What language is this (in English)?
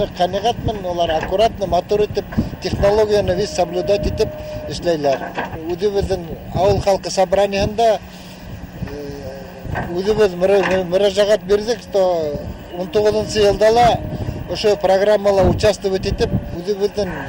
Bashkir